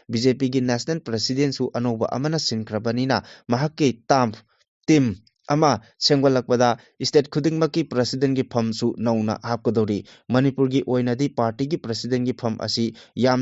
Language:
Manipuri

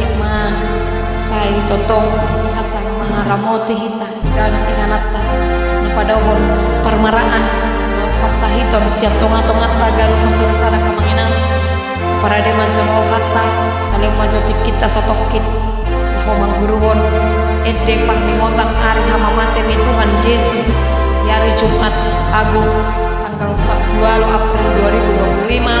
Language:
Batak Toba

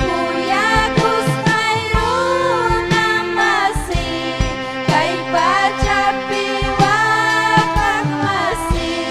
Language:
Ayacucho Quechua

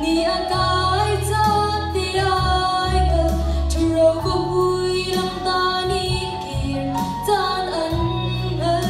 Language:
Hakha Chin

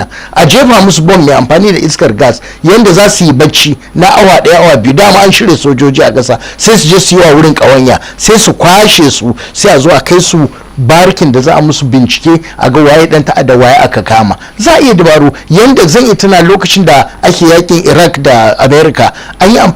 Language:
Hausa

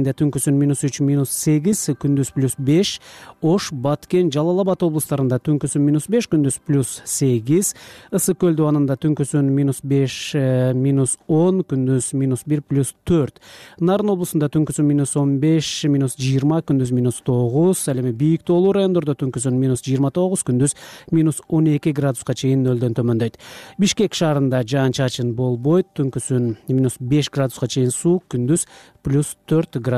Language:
Kyrgyz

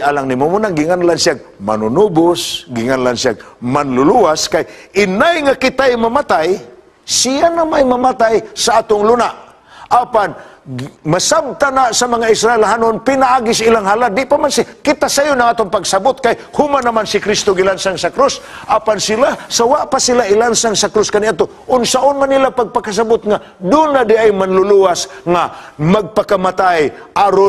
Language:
Cebuano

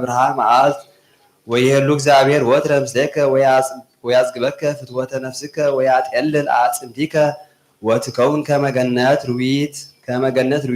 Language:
Geez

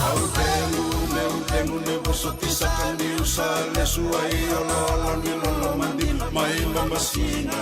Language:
Fijian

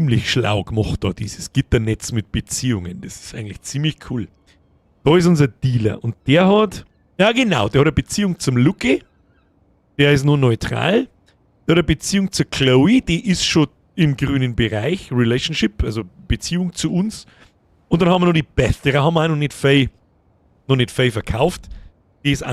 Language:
Bavarian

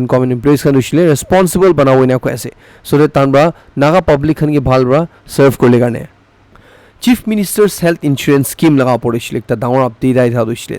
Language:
Naga Pidgin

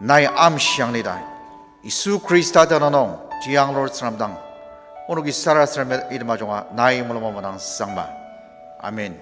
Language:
Ao Naga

